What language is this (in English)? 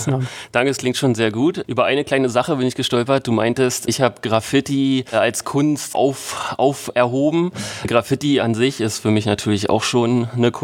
German